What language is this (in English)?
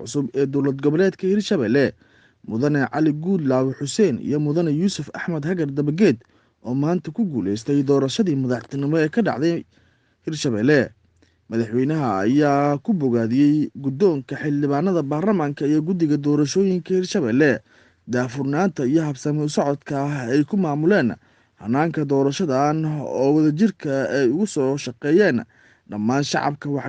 Somali